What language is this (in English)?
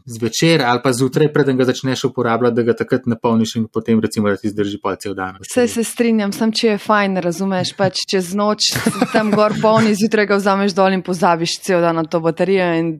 Slovenian